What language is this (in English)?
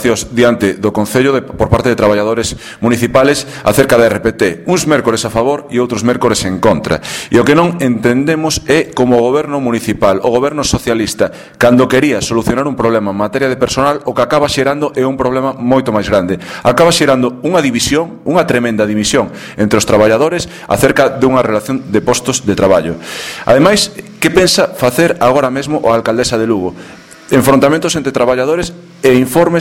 Galician